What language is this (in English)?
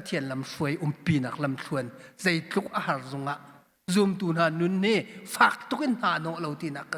Hakha Chin